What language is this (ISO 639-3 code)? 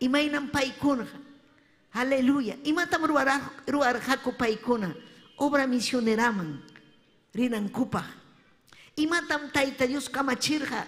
quy